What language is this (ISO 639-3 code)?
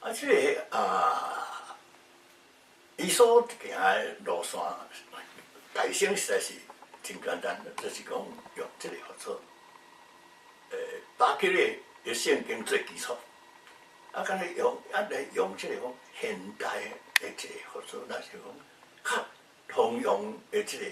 nan